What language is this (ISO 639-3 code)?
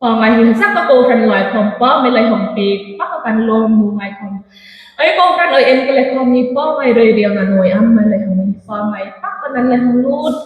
hmr